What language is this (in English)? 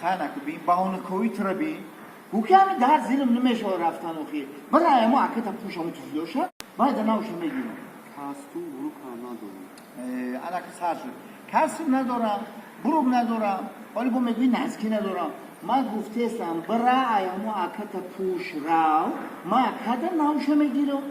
Tajik